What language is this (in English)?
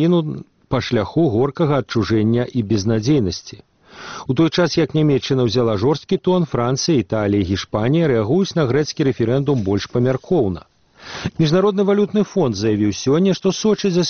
Belarusian